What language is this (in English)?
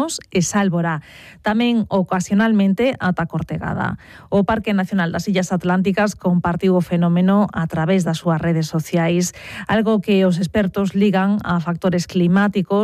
Galician